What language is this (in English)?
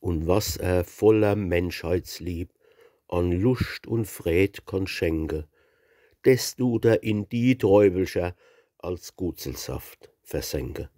Palatine German